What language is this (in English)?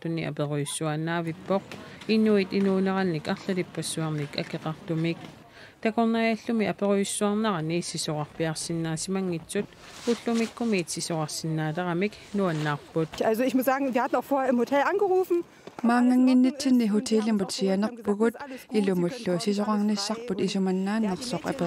Kalaallisut